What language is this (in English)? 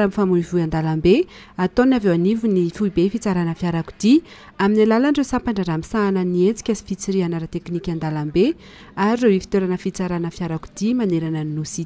Malagasy